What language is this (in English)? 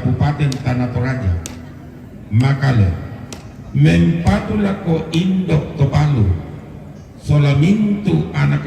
Toraja-Sa'dan